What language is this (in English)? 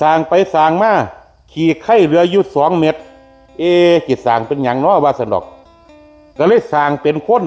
Northeastern Thai